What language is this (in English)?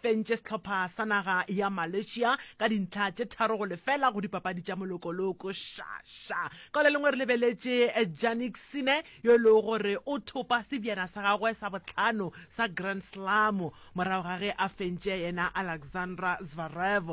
Northern Sotho